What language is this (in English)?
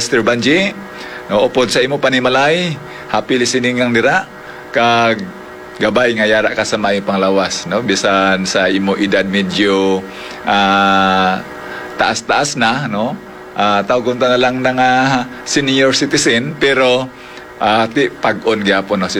Hiligaynon